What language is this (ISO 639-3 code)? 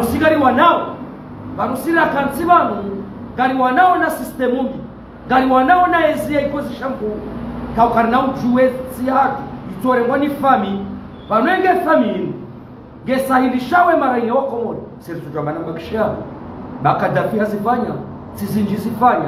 zdj